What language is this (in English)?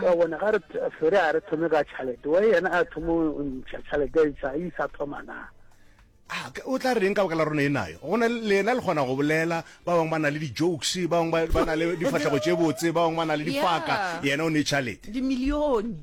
Northern Sotho